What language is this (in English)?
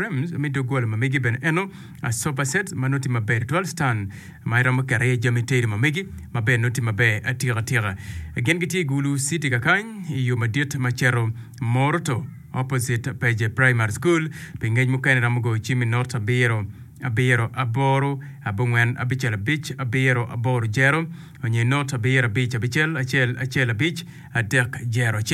Acoli